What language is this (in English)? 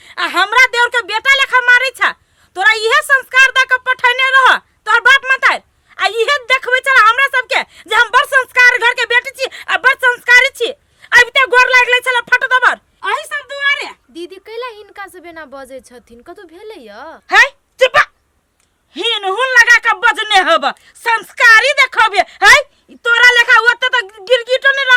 Maithili